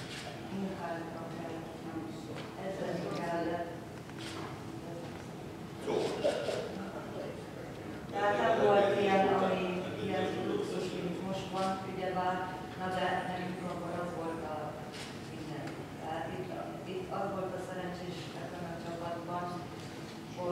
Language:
Hungarian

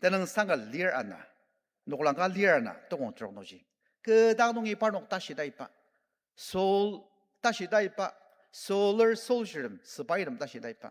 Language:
Ao Naga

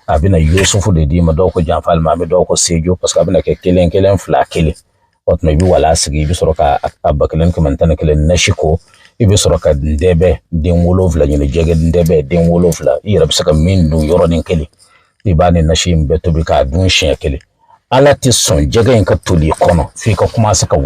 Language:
Bambara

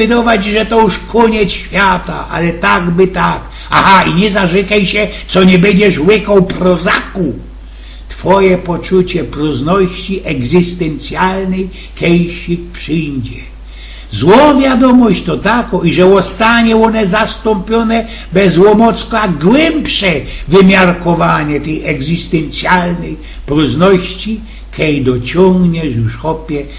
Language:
Silesian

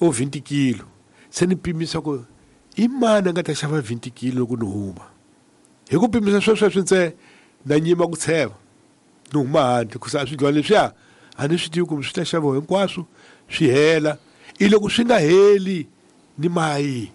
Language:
Tsonga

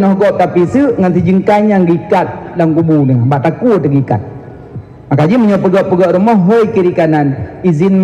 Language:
Achinese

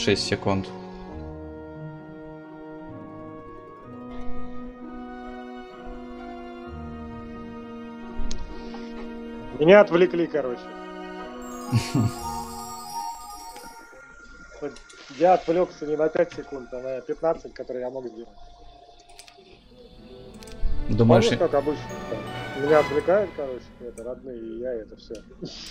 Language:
Russian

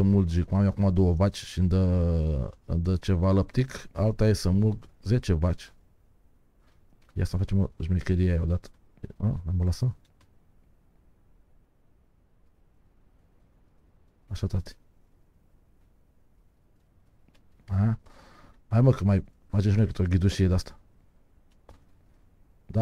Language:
Romanian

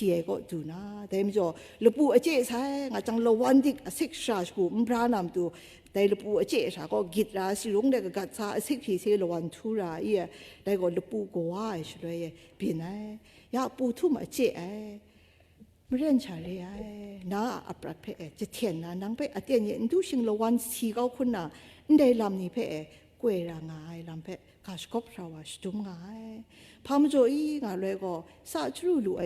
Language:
Kachin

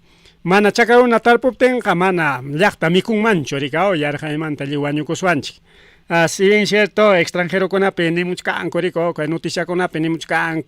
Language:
Ayacucho Quechua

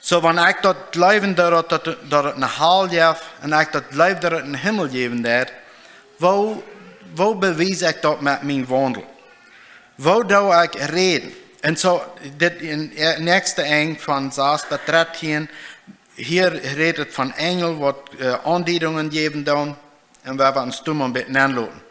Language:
Plautdietsch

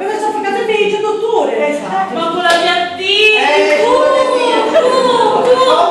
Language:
Sicilian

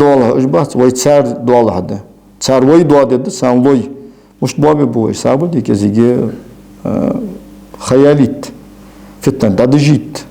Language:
Ingush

